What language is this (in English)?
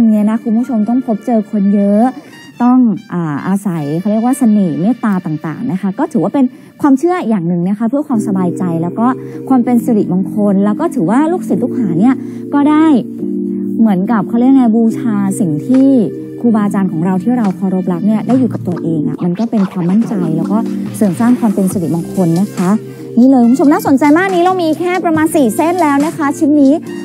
Thai